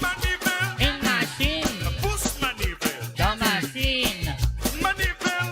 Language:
Morisyen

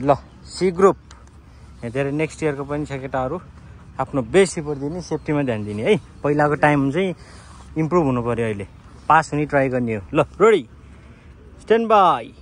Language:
Nepali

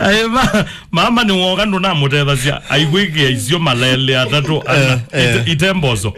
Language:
Kamba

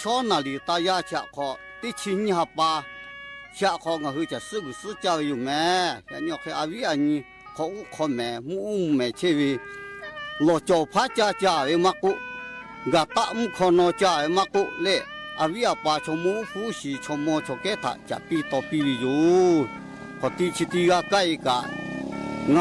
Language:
Lahu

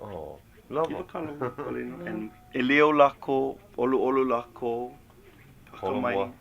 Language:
Hawaiian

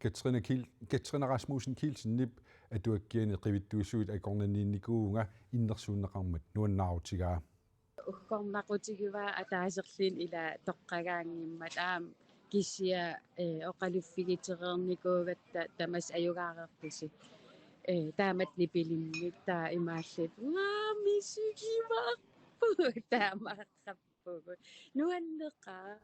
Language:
Kalaallisut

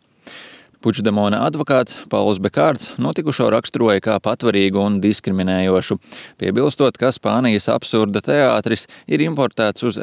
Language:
Latvian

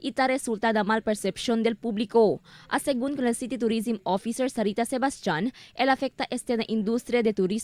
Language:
Chavacano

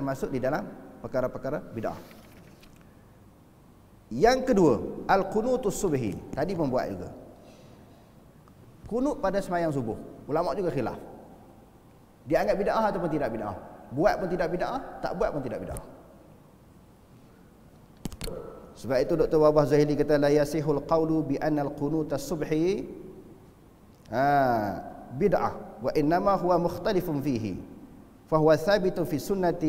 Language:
Malay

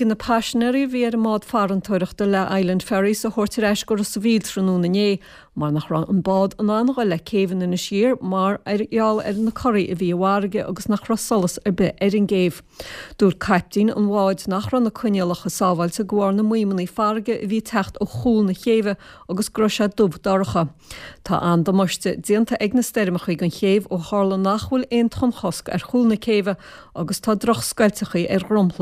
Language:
Irish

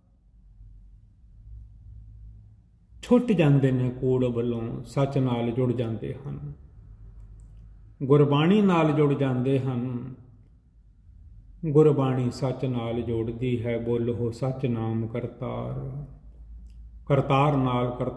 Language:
Punjabi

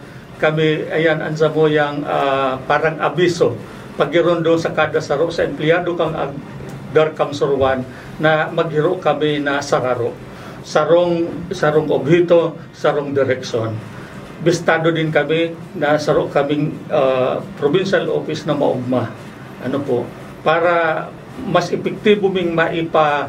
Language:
Bikol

